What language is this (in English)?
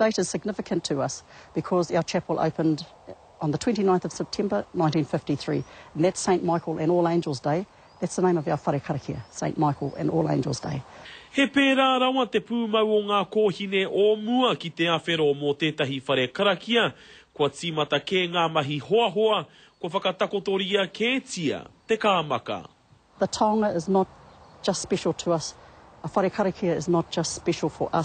Māori